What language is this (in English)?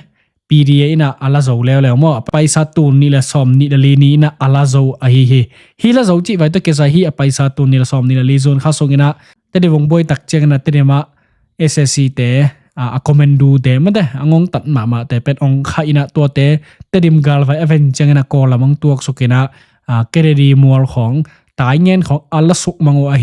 Tedim Chin